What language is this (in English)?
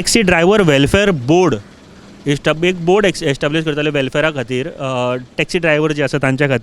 Konkani